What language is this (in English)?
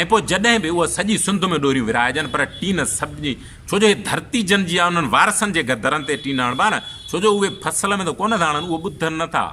Sindhi